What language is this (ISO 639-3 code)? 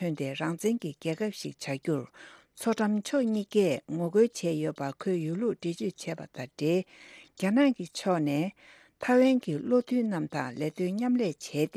bod